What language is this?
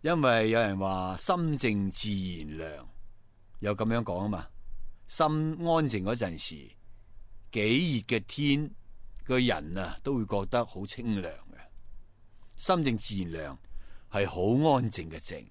Cantonese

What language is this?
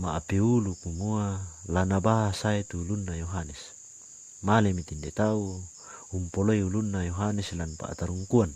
Toraja-Sa'dan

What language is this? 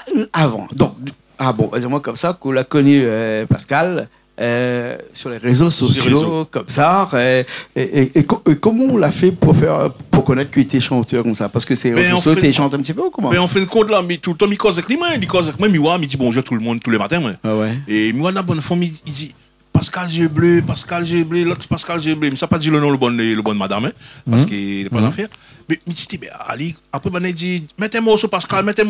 Réunion Creole French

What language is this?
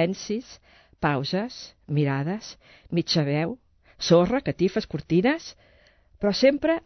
Catalan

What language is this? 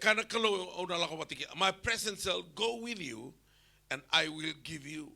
Fijian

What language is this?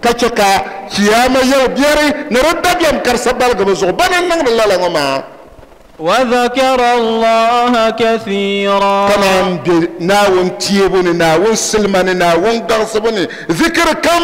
Dagbani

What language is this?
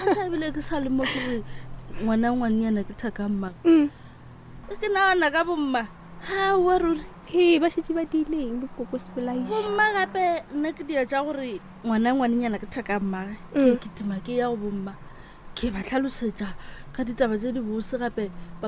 Northern Sotho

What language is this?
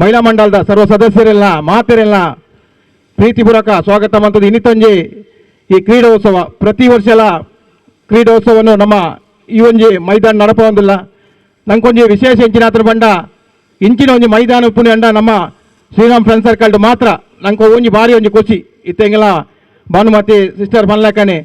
Tulu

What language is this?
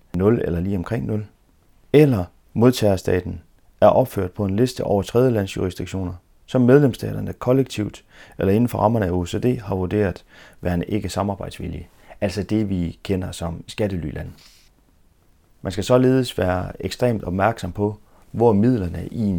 Danish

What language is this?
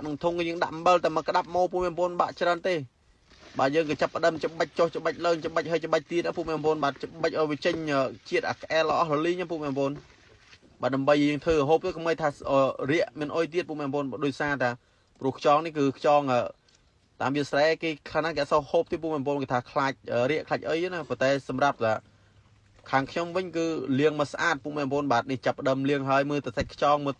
Khmer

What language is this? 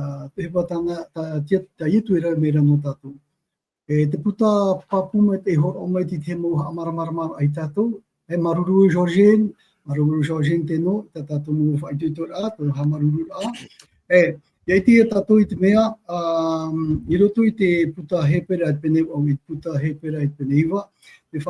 Tahitian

